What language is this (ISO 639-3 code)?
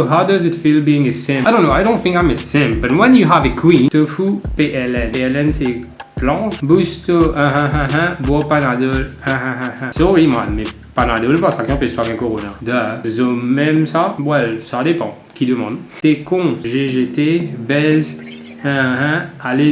mfe